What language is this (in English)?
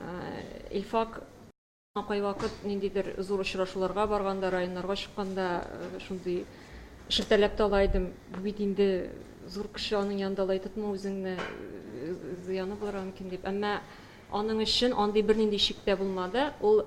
Tatar